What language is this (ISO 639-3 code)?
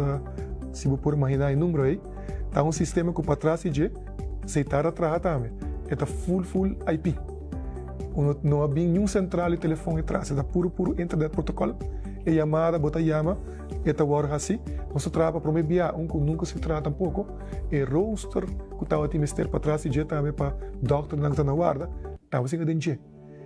pap